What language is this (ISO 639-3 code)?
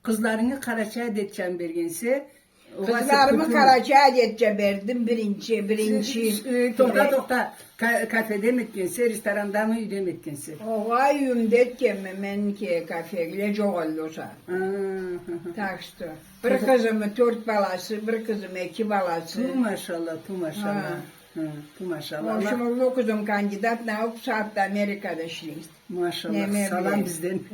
krc